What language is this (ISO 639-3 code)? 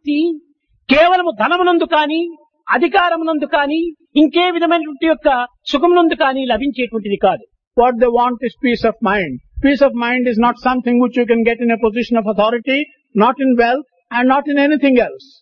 tel